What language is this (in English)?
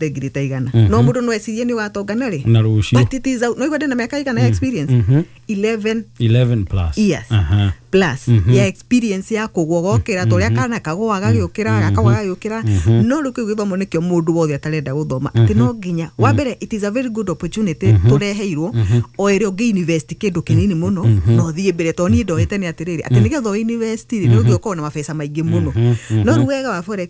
Kikuyu